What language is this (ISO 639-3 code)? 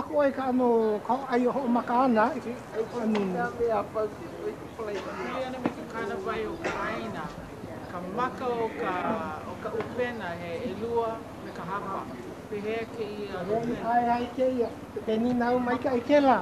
haw